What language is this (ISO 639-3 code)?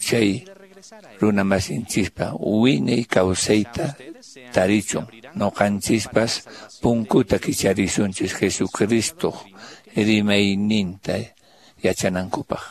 que